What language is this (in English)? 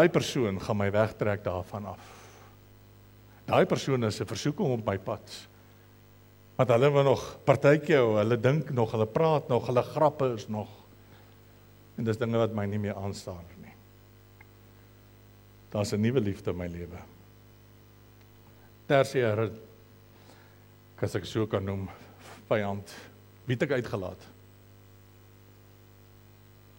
Afrikaans